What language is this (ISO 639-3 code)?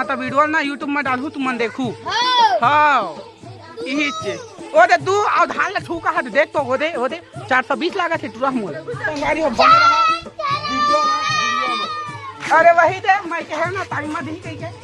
hne